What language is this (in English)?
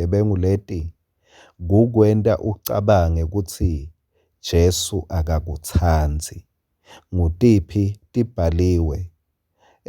Swati